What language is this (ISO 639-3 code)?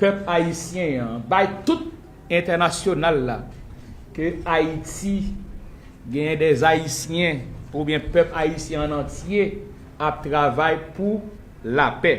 hat